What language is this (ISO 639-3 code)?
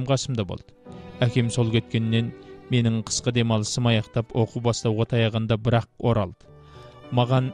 kaz